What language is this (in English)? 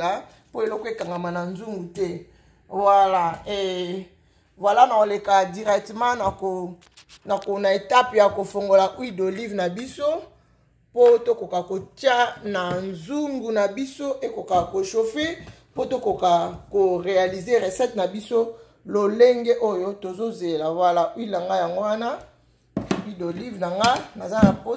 Lingala